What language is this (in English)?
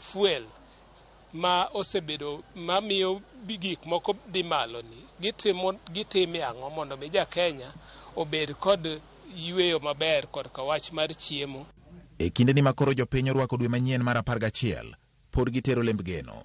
Luo (Kenya and Tanzania)